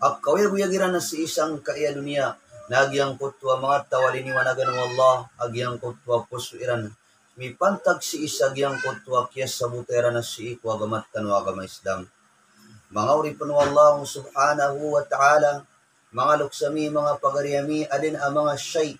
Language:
Maranao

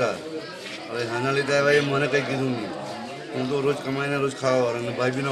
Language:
Gujarati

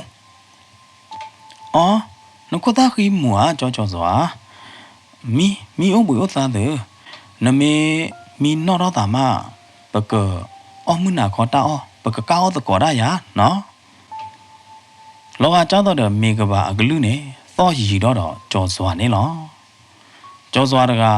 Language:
S'gaw Karen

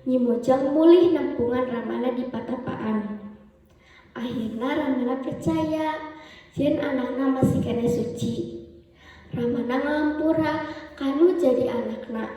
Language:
Sundanese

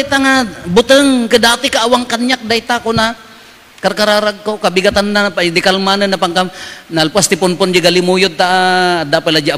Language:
Iloko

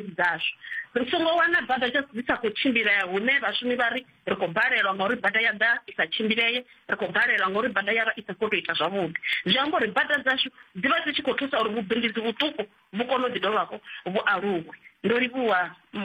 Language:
Venda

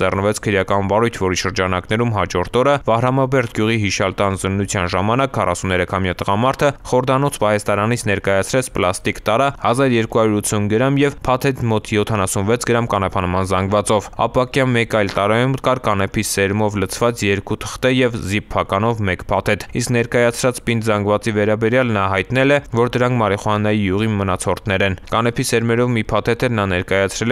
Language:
Armenian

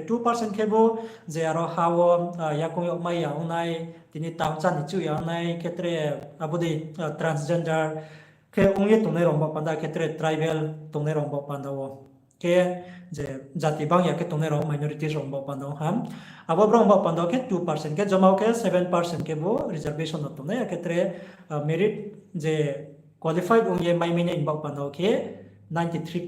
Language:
Riang (India)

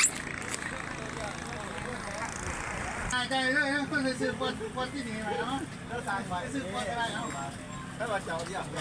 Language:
Lao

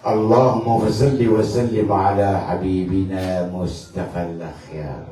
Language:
Maranao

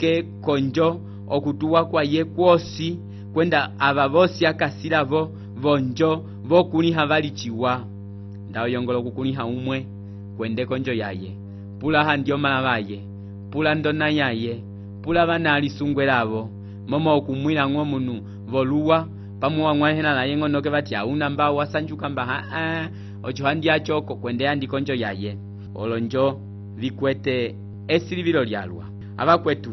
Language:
Umbundu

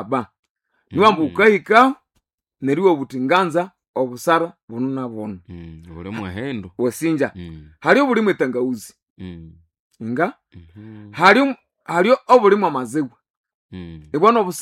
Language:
Nande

